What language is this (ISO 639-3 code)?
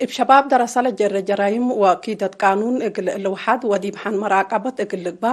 tig